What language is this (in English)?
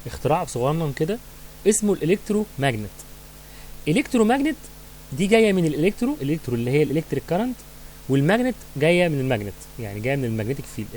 Egyptian Arabic